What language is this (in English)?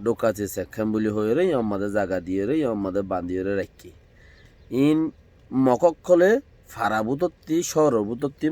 Rohingya